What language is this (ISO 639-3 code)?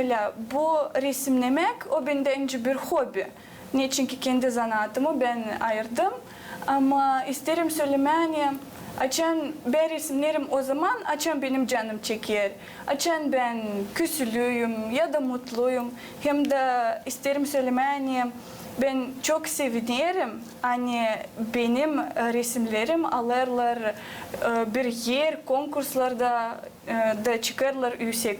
gag